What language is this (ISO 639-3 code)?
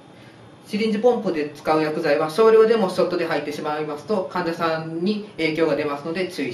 jpn